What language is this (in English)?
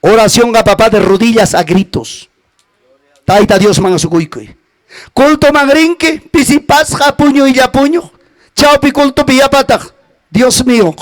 Ayacucho Quechua